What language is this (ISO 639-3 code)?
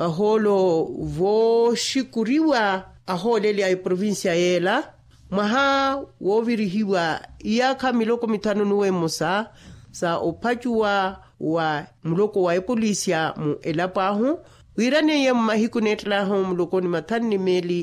vmw